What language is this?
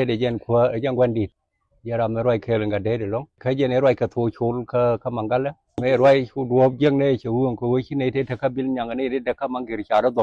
Nuer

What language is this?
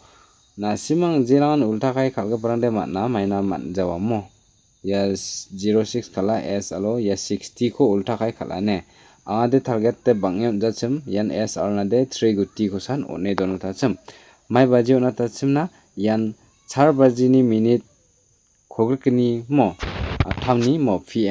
Garo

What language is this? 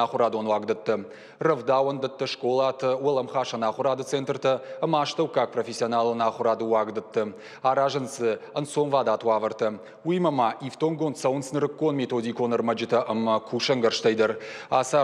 Ossetic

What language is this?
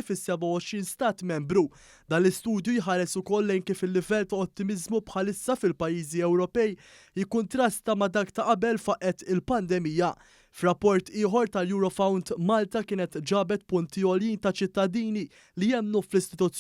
Maltese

